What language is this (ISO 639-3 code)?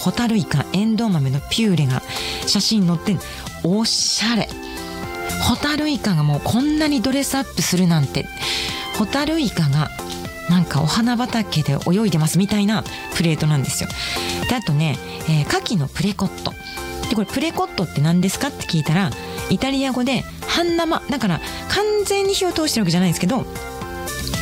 jpn